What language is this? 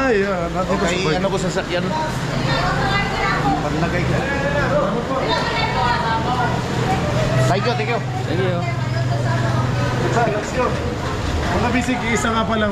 Filipino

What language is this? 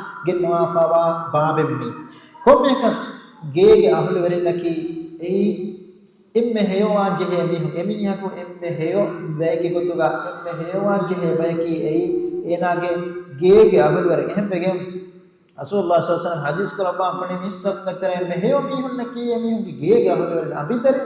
Divehi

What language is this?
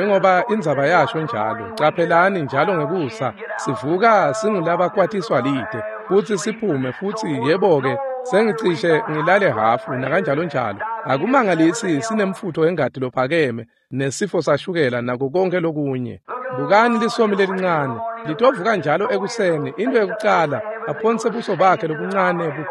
Swati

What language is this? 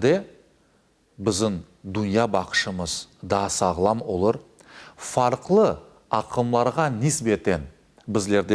Crimean Tatar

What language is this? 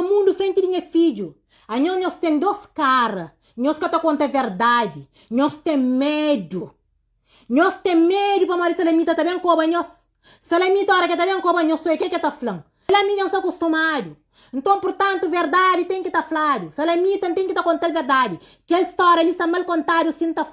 Kabuverdianu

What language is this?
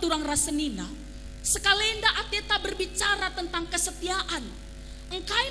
Batak Karo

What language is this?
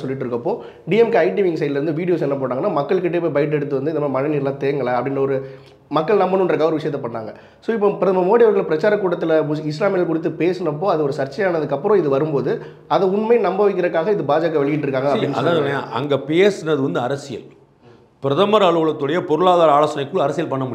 Tamil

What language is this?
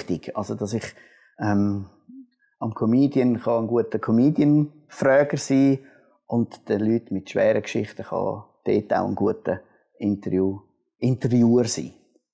Swiss German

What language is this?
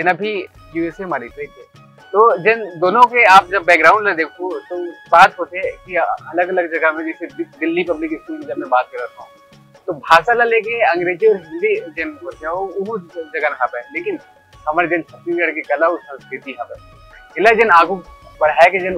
Chhattisgarhi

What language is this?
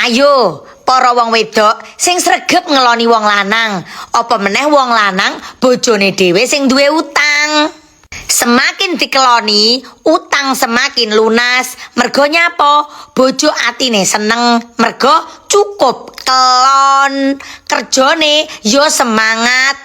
Javanese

